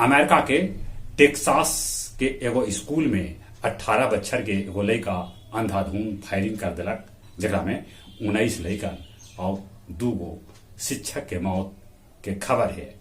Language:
Magahi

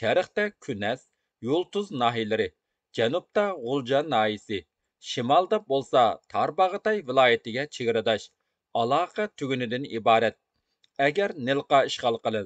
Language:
Uyghur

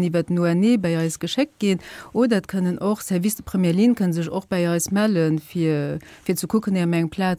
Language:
Luxembourgish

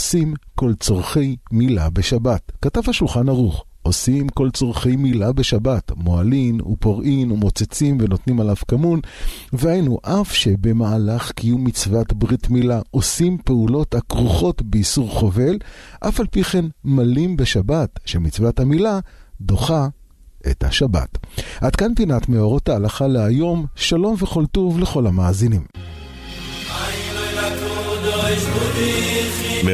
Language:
Hebrew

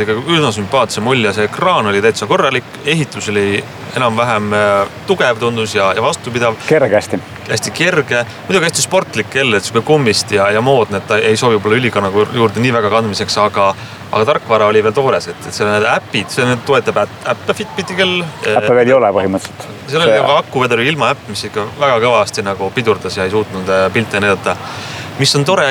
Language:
Estonian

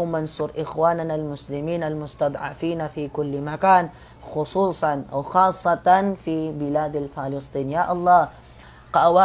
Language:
Maranao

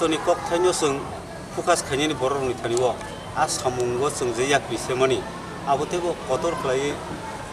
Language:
Kok Borok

